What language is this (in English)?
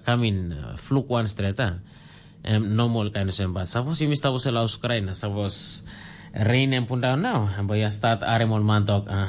Tok Pisin